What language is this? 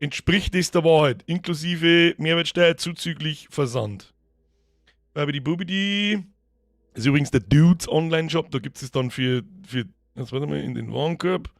Bavarian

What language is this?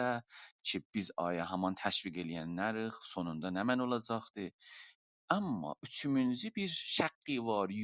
South Azerbaijani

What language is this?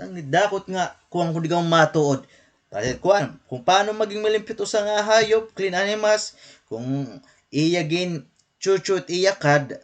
Waray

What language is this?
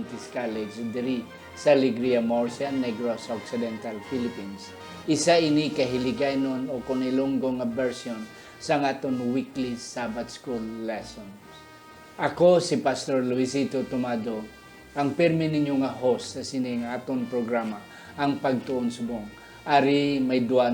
Hiligaynon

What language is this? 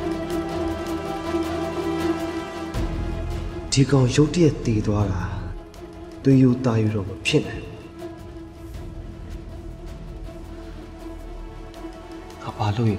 Burmese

